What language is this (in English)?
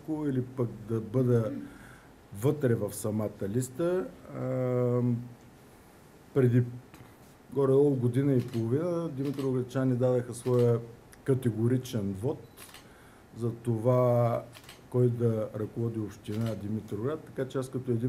Bulgarian